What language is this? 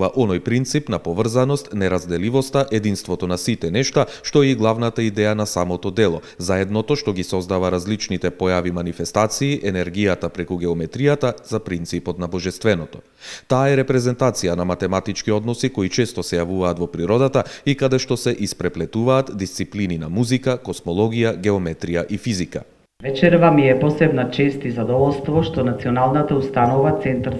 Macedonian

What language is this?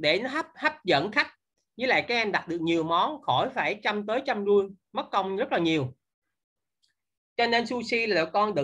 Vietnamese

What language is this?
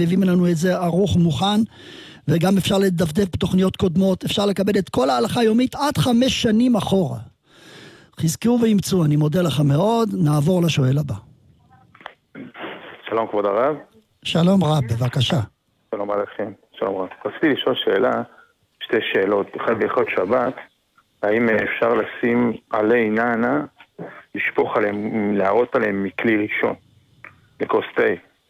Hebrew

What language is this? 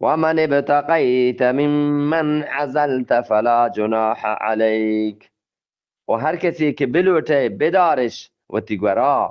Eastern Balochi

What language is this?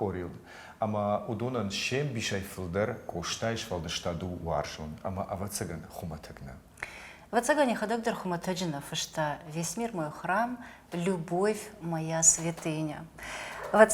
Ossetic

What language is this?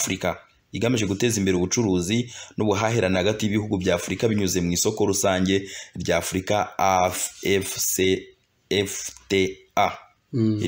Kinyarwanda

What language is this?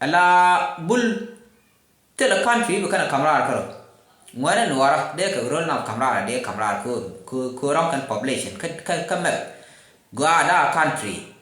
Nuer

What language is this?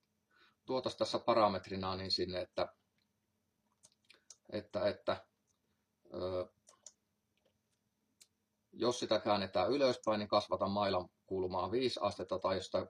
Finnish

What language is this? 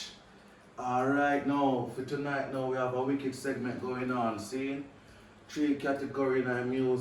Jamaican Creole English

